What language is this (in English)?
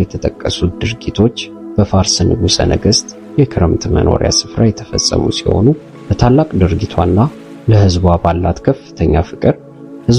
Amharic